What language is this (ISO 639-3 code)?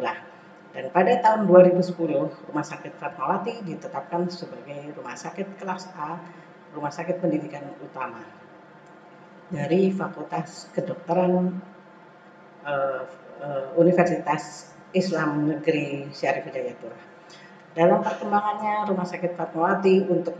ind